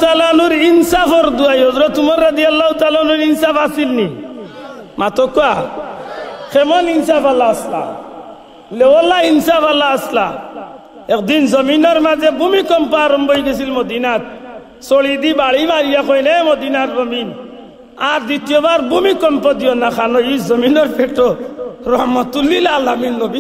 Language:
Sylheti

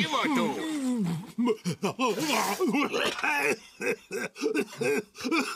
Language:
Czech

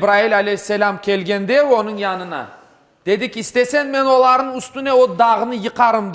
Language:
Crimean Tatar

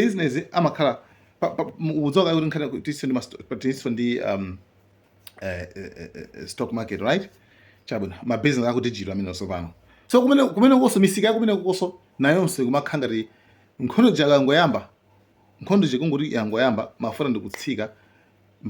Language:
Nyanja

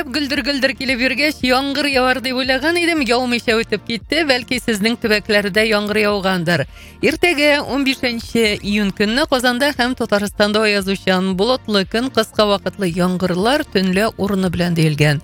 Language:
Tatar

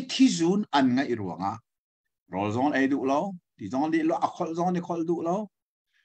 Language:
Hakha Chin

